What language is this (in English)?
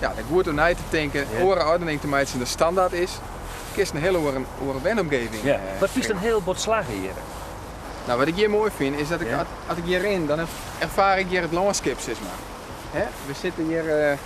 Western Frisian